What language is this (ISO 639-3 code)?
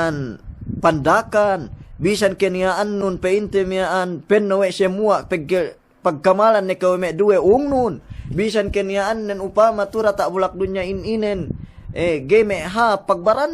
yka